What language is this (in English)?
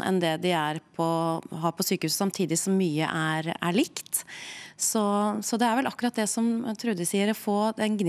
Norwegian